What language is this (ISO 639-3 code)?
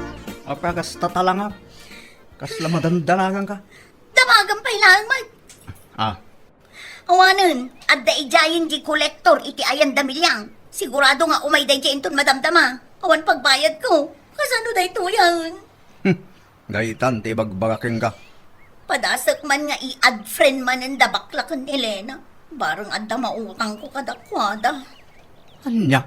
ilo